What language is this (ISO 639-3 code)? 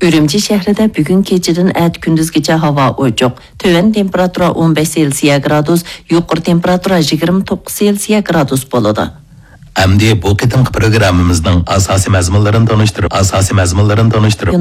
uig